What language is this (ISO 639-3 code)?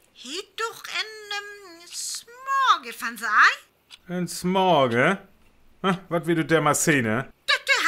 frr